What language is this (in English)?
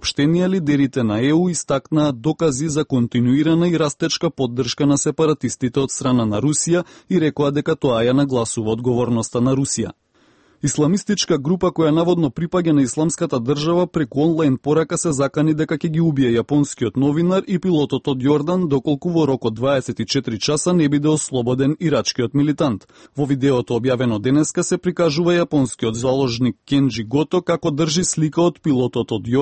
Macedonian